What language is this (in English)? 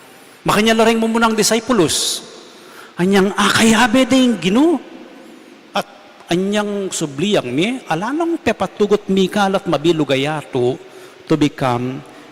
Pampanga